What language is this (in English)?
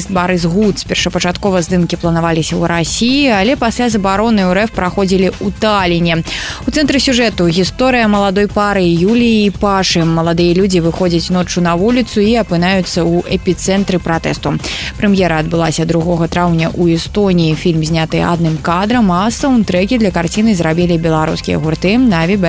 Belarusian